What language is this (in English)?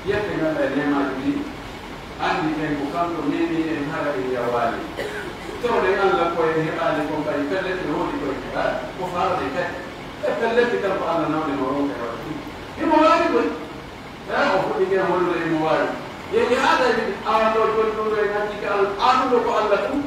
Pular